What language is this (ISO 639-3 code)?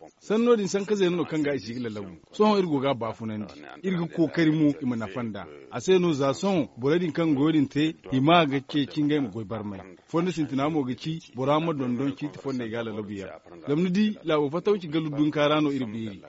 dje